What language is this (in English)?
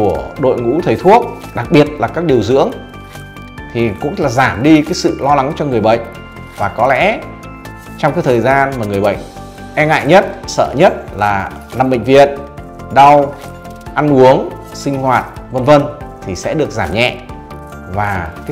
Vietnamese